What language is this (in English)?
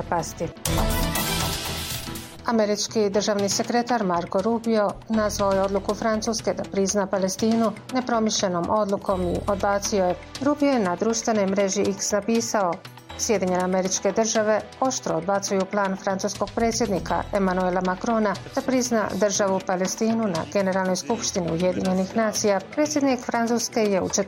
Bosnian